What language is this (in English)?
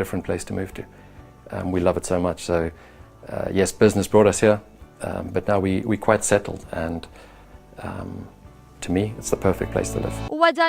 Maltese